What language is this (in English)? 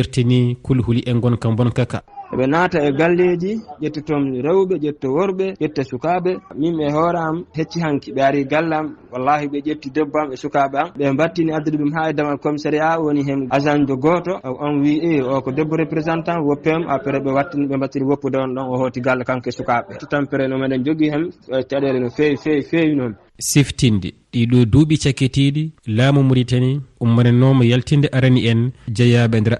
Fula